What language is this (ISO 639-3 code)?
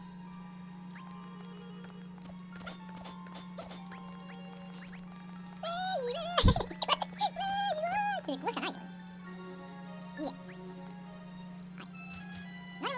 jpn